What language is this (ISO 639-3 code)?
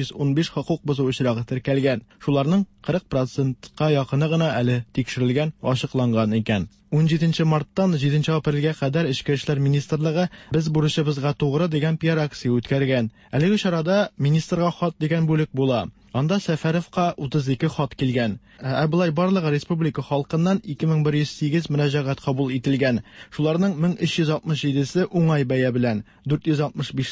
tat